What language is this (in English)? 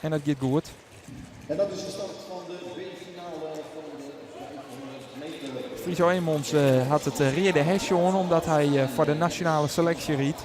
Western Frisian